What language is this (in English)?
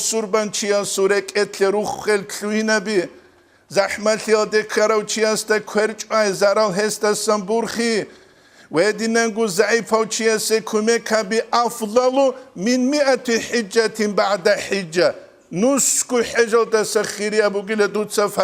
Avaric